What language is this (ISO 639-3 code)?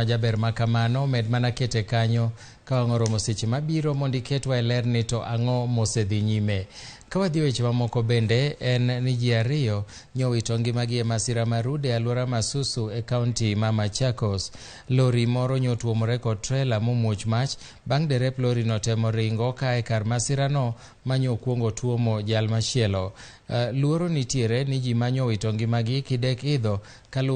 luo